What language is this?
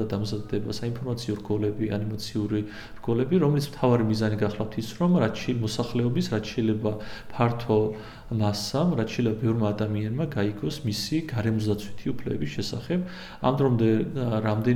Georgian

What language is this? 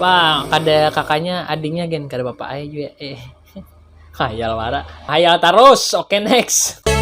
Banjar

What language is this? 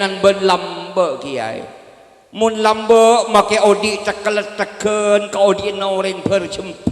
Madurese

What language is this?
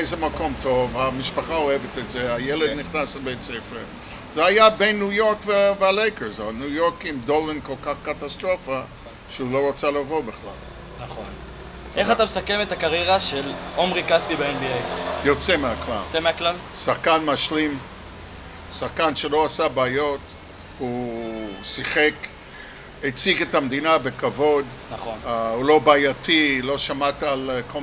Hebrew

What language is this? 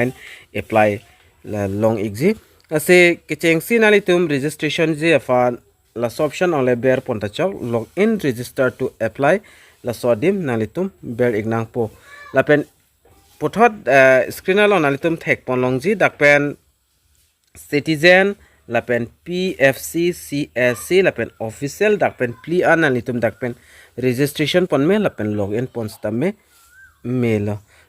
Karbi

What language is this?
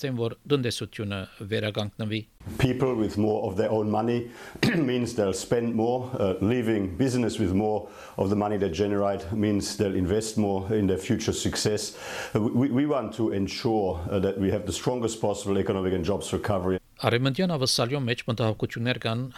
Armenian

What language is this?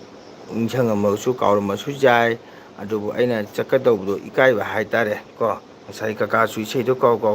Manipuri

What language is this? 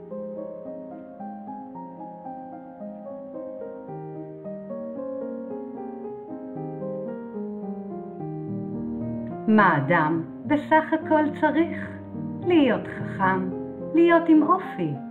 Hebrew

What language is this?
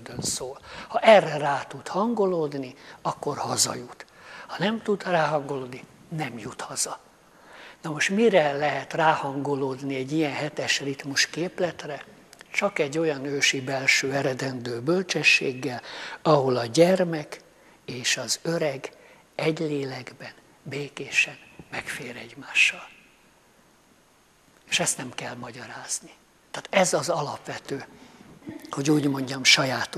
Hungarian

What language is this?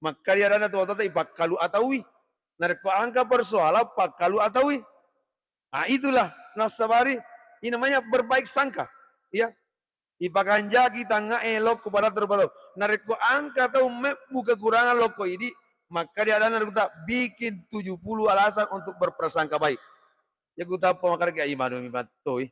Buginese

